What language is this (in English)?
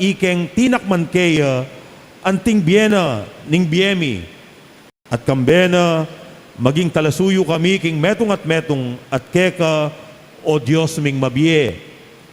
Pampanga